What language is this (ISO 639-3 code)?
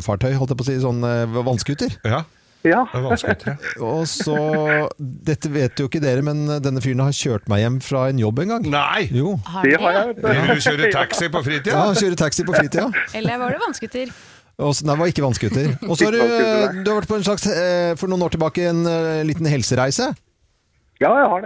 nor